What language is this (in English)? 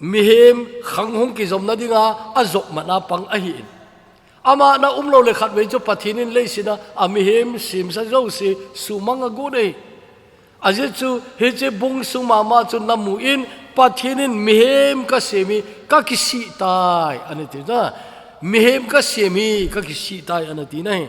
Thado Chin